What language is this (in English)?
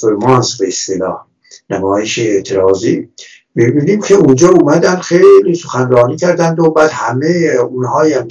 Persian